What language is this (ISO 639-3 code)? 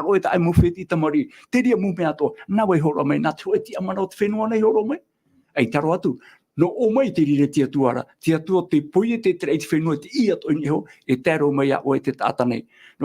tah